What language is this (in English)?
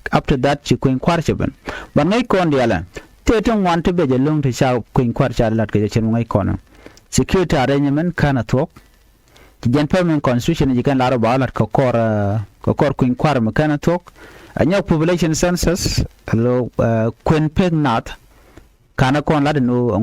Nuer